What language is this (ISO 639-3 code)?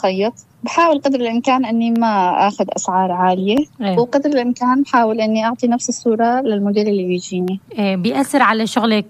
apc